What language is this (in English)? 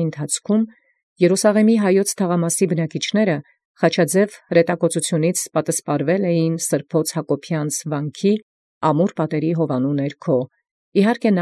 Armenian